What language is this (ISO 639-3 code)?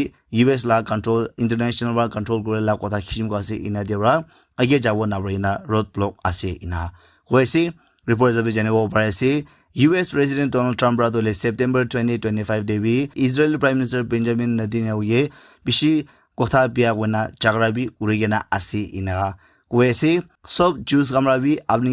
nag